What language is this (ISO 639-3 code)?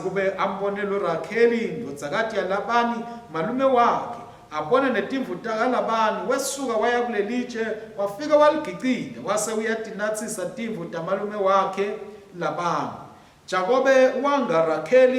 ssw